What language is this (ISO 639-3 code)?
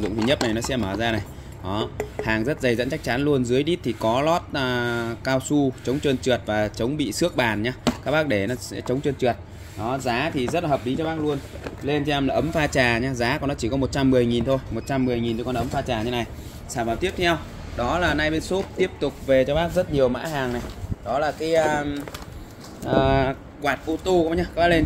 vie